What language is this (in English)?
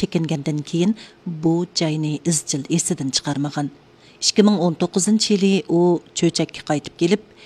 Uyghur